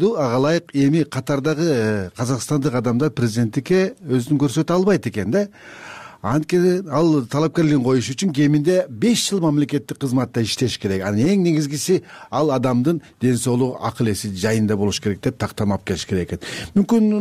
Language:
Kyrgyz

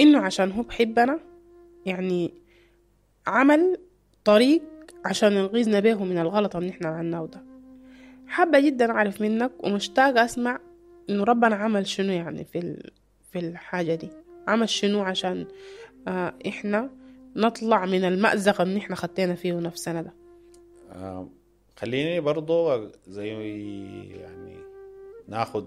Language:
Sudanese Arabic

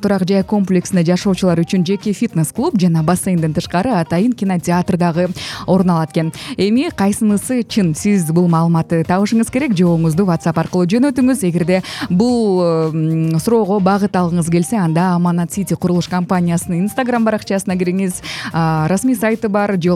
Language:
Kyrgyz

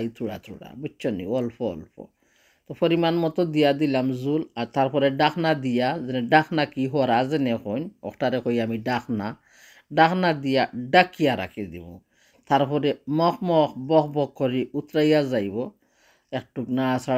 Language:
Sylheti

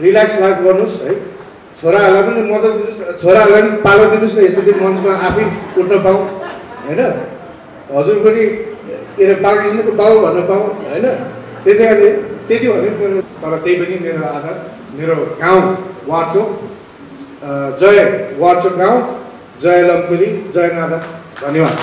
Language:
Nepali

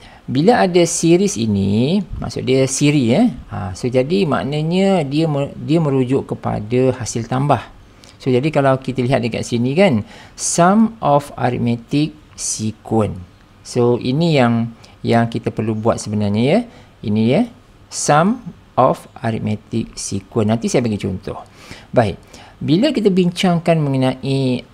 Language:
Malay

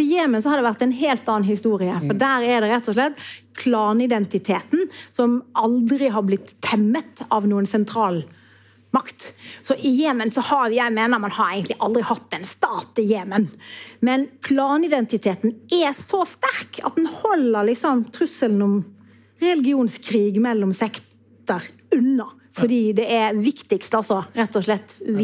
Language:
Norwegian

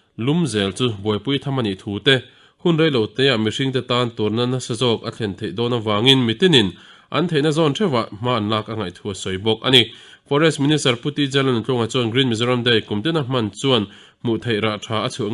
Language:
Mizo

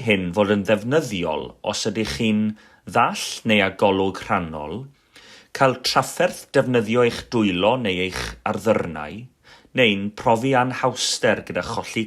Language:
Welsh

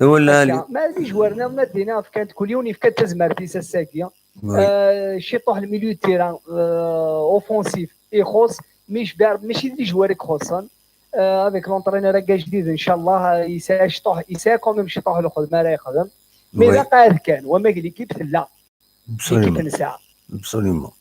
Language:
Kabyle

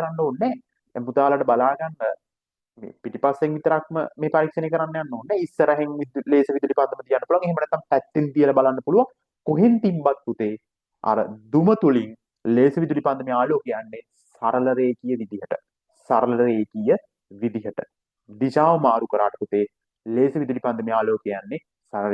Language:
Sinhala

